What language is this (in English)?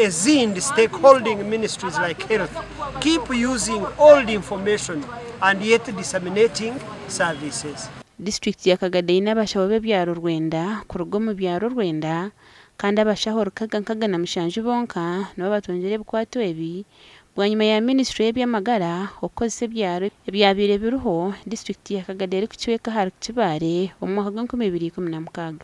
Nyankole